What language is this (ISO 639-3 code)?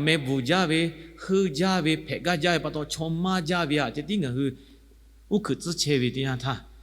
lhu